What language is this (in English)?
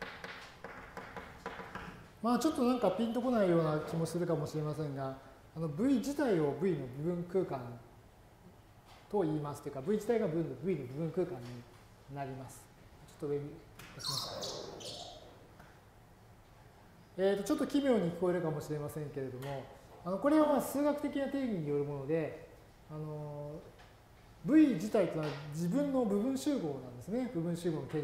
Japanese